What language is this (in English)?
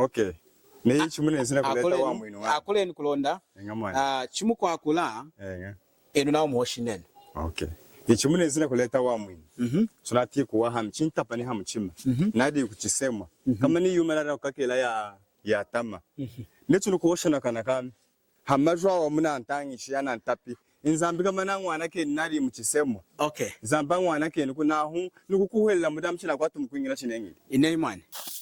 Lunda